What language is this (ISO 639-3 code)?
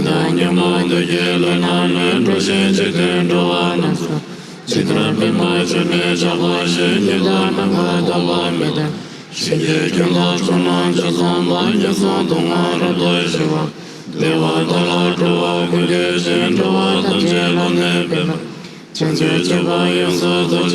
bod